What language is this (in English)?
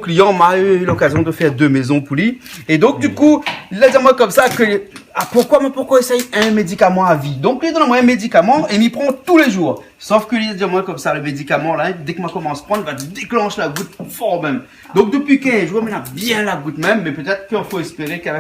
Réunion Creole French